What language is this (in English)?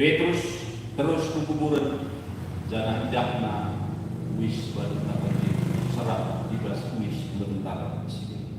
Batak Karo